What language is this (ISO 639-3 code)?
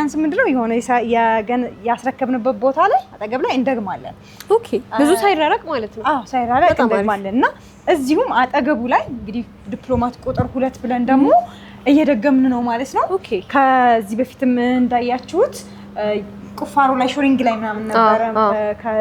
amh